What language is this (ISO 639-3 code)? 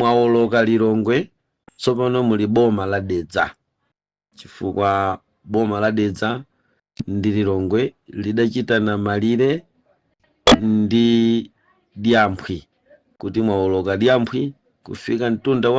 nya